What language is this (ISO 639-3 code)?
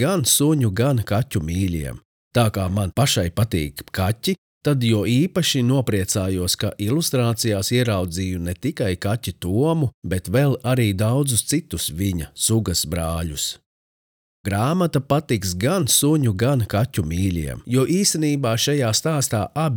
lav